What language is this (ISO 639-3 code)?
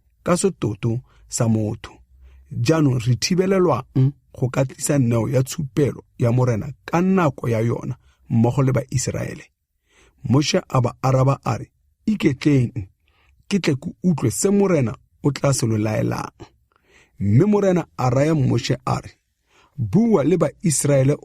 tsn